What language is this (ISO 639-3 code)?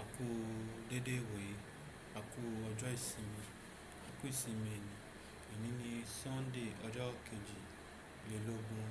yor